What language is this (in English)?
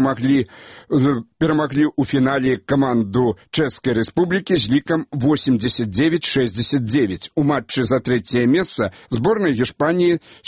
Belarusian